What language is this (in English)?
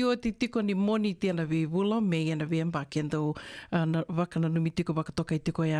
Fijian